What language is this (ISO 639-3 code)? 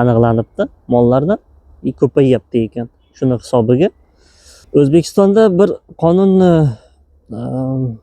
uzb